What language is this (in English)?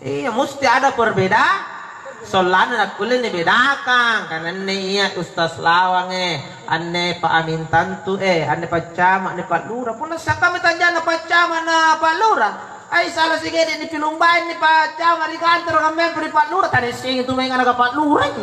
Makasar